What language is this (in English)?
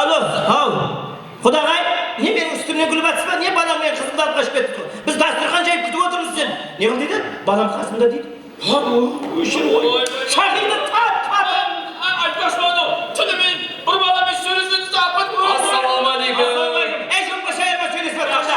Kara-Kalpak